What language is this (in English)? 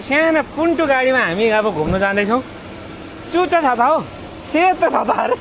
Nepali